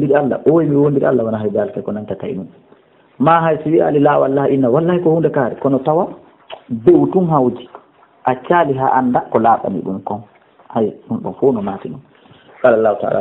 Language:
Fula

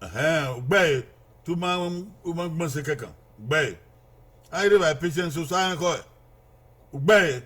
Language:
Bini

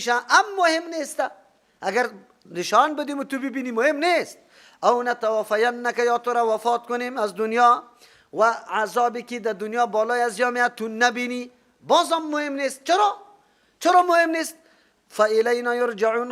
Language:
Persian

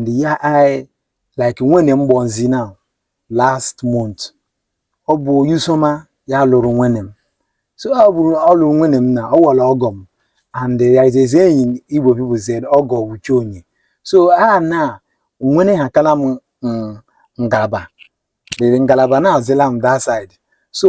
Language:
Igbo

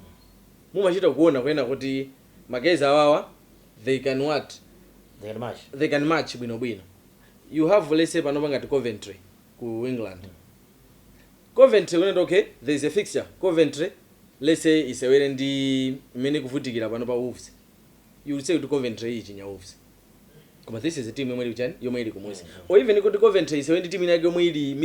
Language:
Nyanja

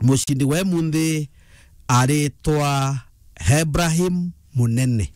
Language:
Meru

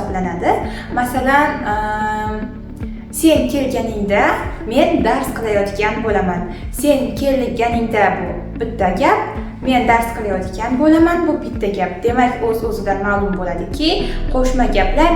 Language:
Uzbek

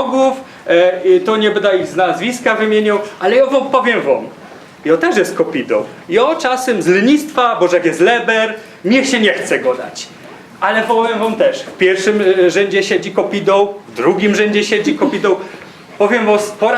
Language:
Silesian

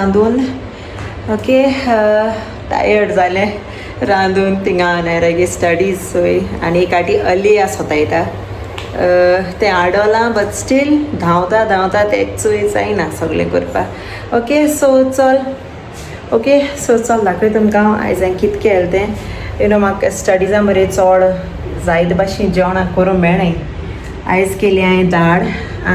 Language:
Konkani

